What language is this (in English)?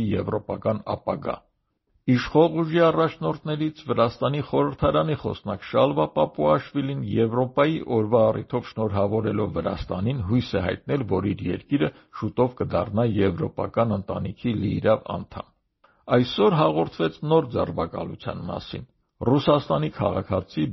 Armenian